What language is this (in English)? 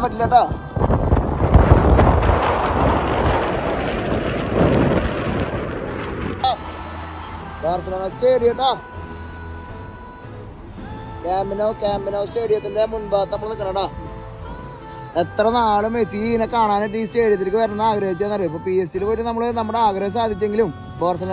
Malayalam